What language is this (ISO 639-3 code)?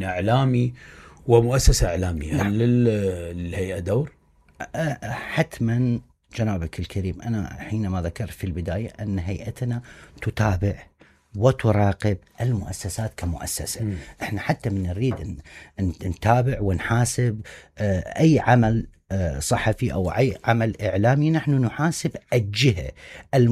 acm